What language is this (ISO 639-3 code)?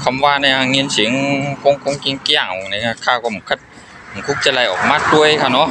shn